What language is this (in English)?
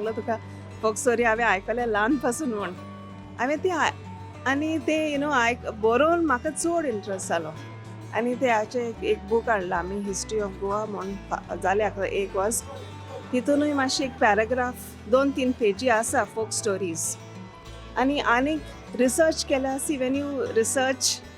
Konkani